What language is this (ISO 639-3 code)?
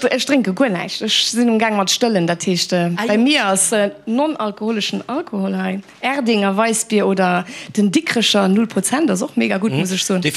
ltz